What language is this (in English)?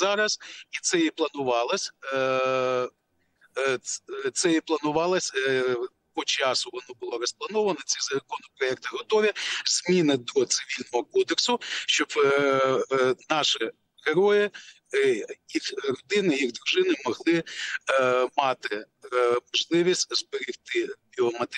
Ukrainian